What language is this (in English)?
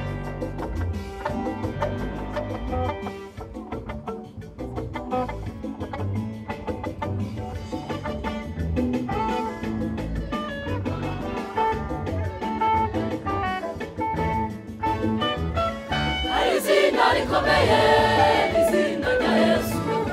Rundi